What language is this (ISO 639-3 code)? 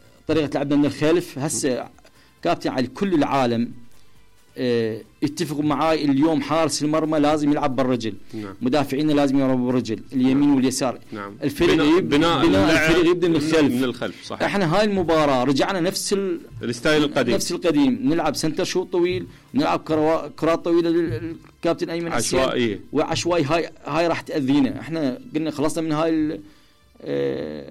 acm